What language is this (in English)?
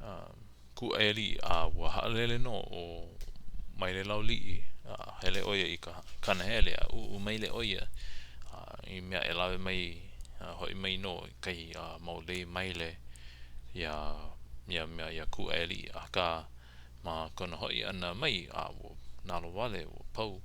Hawaiian